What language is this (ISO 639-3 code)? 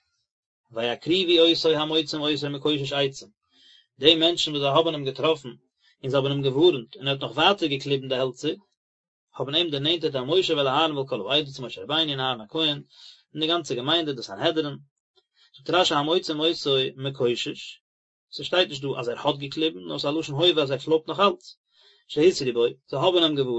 yid